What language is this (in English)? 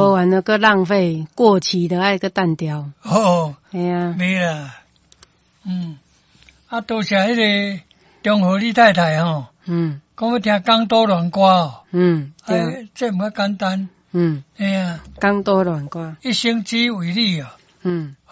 Min Nan Chinese